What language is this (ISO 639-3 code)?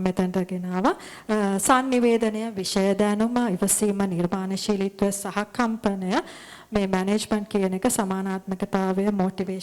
sin